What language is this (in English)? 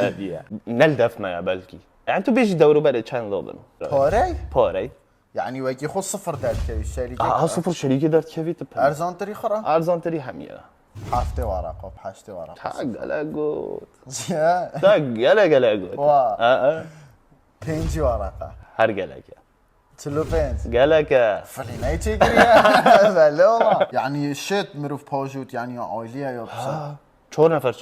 Kurdish